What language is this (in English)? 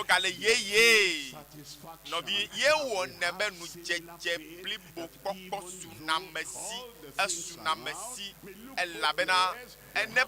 Ewe